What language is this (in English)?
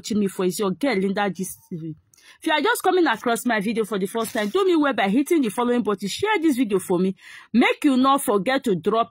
Nigerian Pidgin